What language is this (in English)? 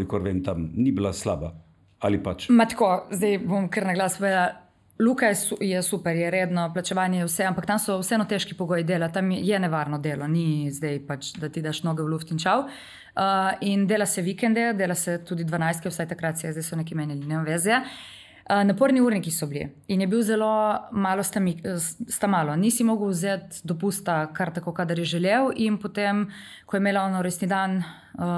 Slovenian